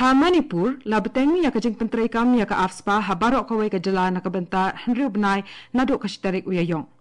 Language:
Khasi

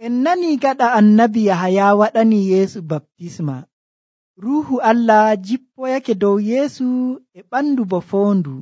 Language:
Nigerian Fulfulde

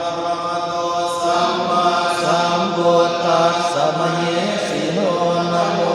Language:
Pali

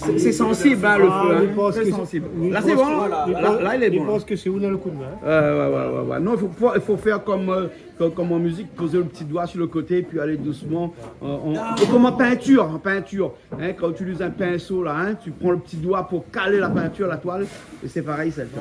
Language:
Réunion Creole French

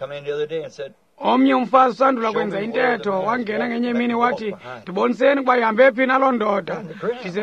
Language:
Xhosa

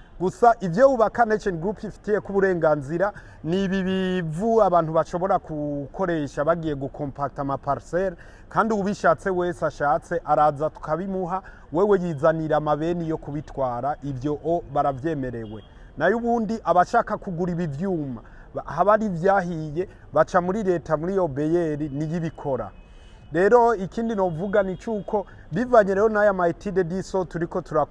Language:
Rundi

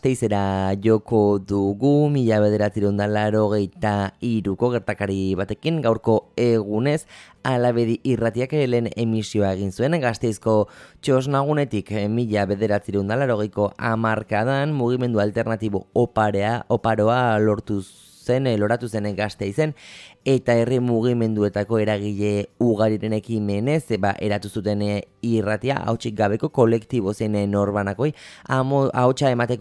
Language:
Basque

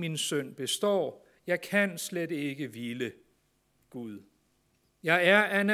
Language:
Danish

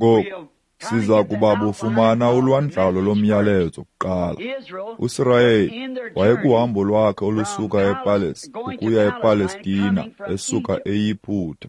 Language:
Xhosa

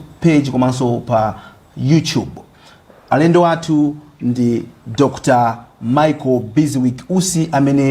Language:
Nyanja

